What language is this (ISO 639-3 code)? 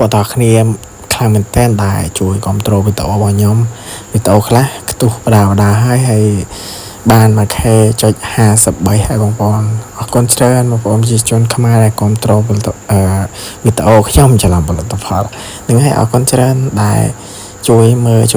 khm